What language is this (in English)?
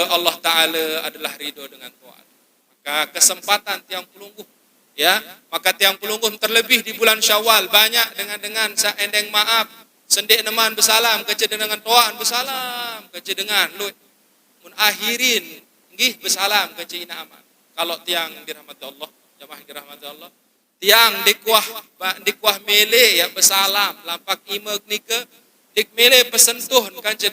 Sasak